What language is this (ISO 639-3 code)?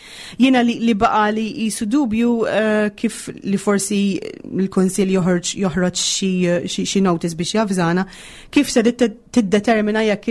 mlt